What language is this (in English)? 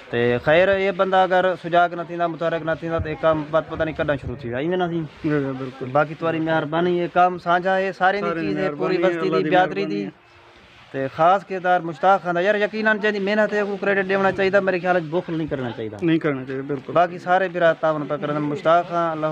Saraiki